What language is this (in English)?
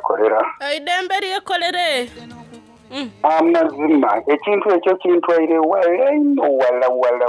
Soga